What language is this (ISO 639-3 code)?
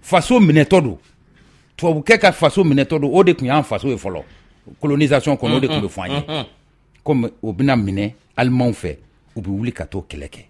bam